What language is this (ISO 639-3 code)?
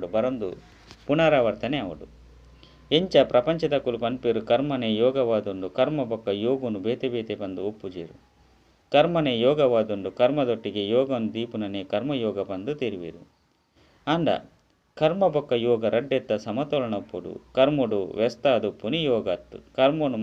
tcy